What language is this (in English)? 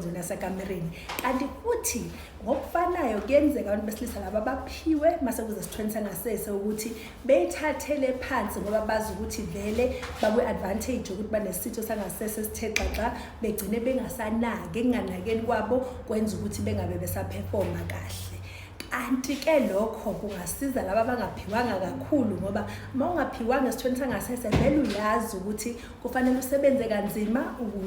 Zulu